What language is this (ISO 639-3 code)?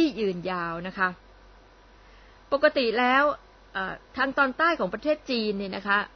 tha